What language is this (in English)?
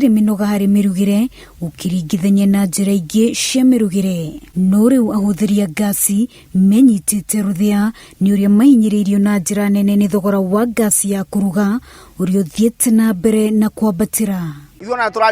Kikuyu